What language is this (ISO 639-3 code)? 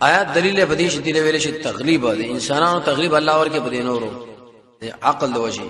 pus